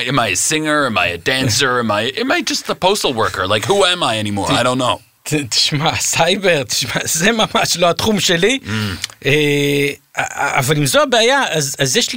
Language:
Hebrew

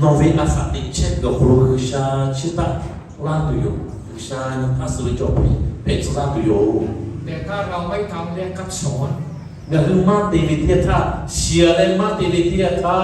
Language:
Lahu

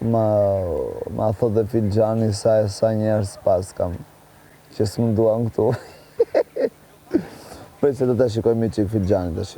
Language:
Albanian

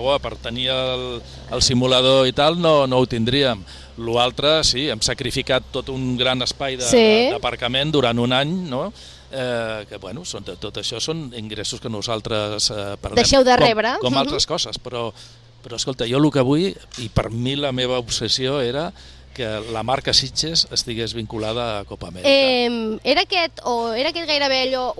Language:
Catalan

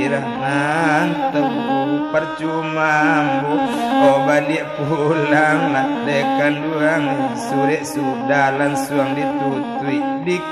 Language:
Minangkabau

